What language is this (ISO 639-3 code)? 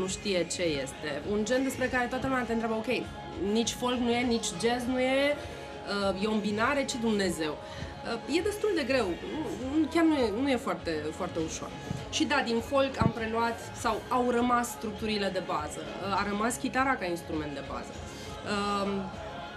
ron